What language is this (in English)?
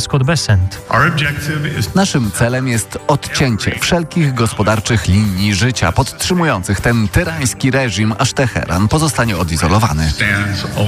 Polish